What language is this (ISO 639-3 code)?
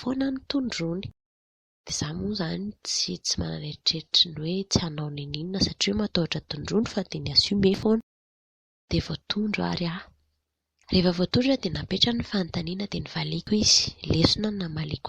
mlg